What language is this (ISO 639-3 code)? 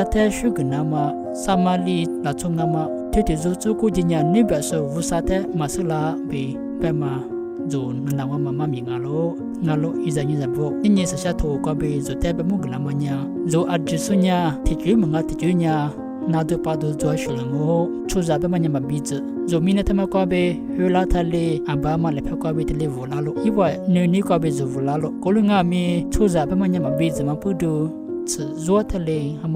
lis